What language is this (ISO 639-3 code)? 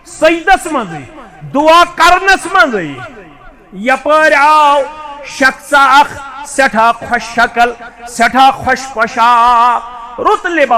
kas